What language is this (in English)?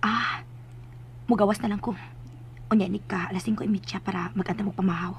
Cebuano